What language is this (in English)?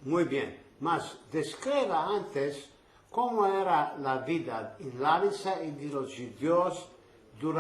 Ladino